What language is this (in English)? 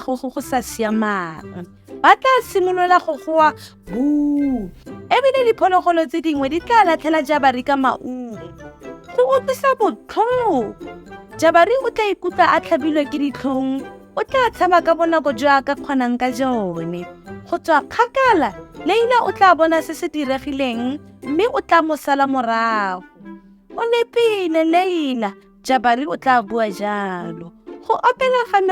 Tswana